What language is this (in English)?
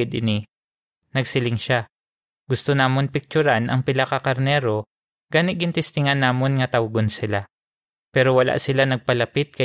Hiligaynon